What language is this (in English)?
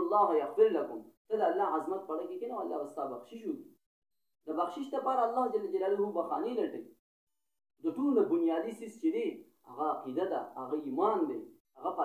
Pashto